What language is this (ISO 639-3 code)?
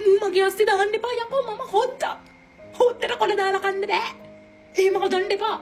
sin